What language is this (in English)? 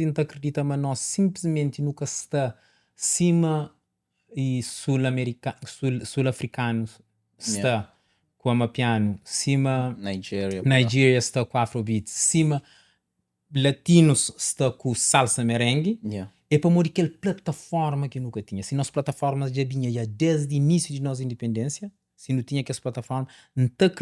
Kabuverdianu